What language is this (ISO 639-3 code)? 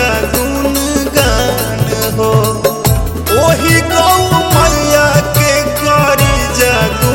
bho